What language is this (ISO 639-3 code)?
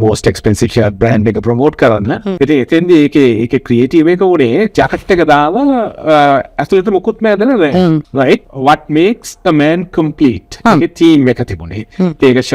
sin